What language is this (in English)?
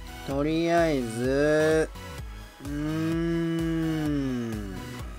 Japanese